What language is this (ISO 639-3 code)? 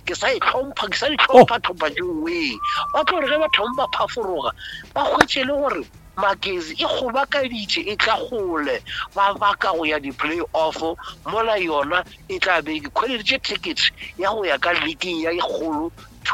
nso